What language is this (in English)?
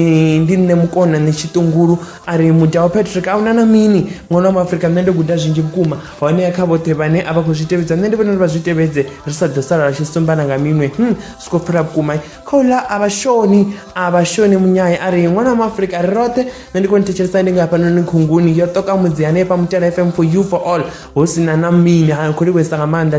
Venda